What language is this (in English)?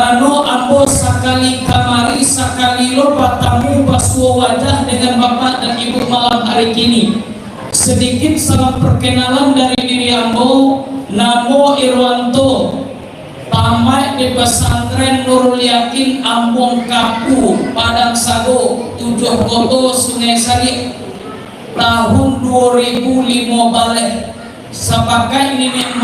Minangkabau